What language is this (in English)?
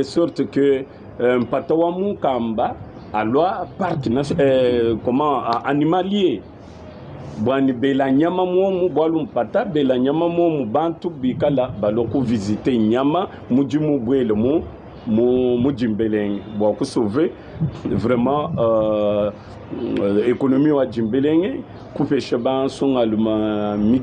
Luba-Lulua